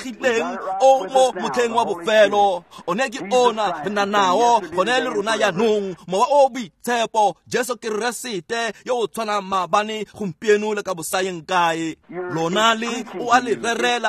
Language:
Tswana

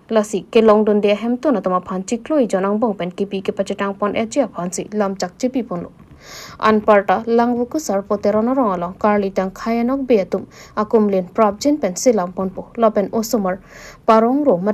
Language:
Karbi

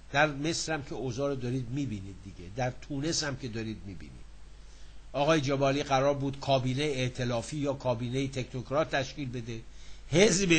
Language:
Persian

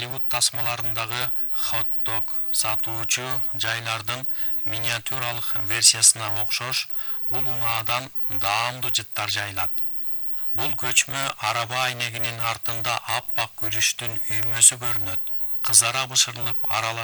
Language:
Kyrgyz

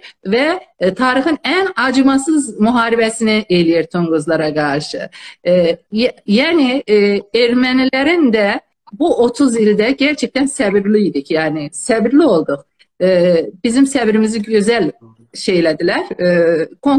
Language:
South Azerbaijani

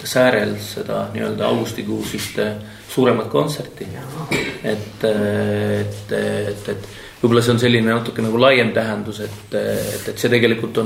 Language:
Estonian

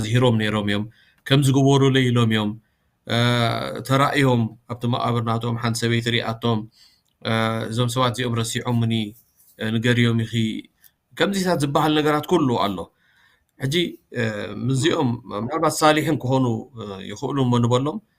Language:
Tigrinya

